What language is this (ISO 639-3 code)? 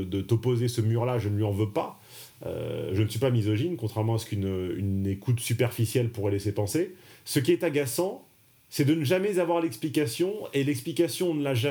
fra